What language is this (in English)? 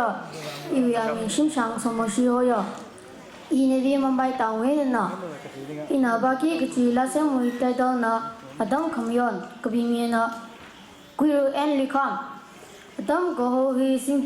Tangkhul Naga (India)